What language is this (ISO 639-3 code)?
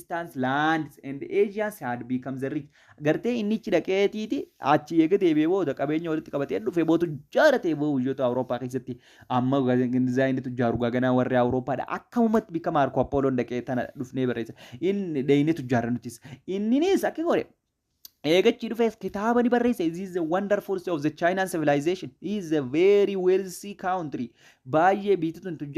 orm